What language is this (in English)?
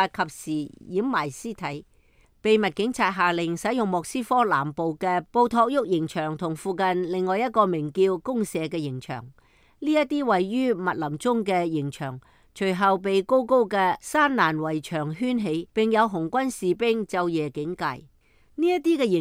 Cantonese